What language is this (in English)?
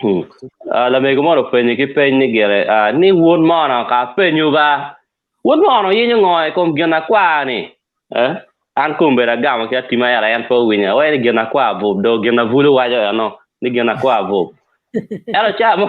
Acoli